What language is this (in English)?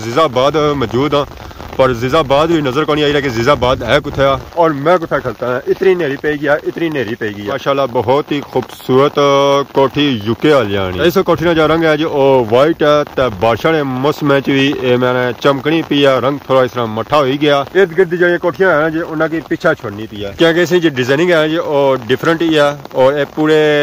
Pahari-Potwari